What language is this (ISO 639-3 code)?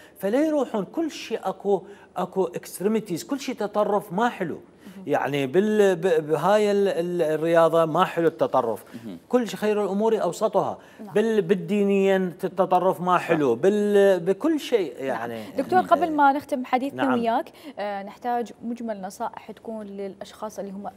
acm